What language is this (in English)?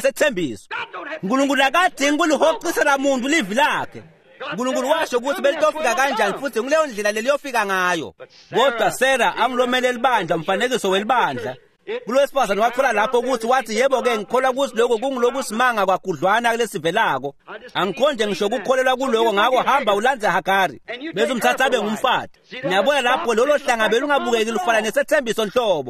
Swati